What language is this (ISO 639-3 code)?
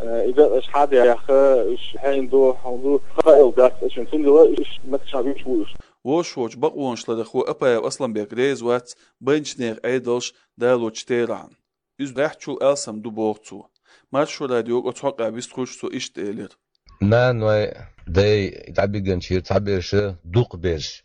che